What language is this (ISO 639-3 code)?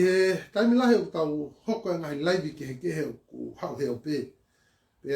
ton